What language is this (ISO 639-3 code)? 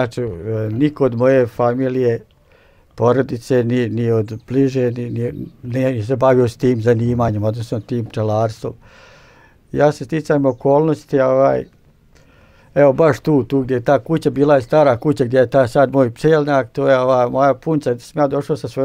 bos